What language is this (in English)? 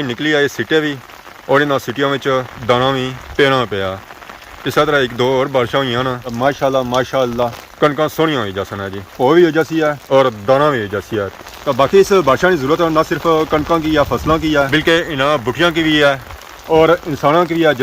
Pahari-Potwari